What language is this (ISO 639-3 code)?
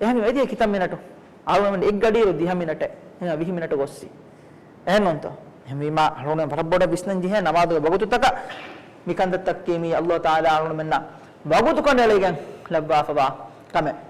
div